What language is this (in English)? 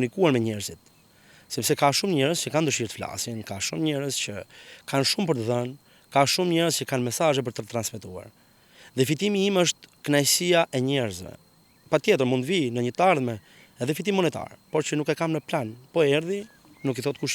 Albanian